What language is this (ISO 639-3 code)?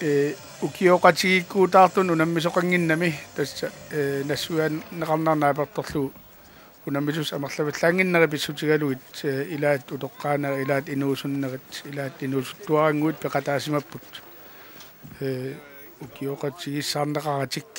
kal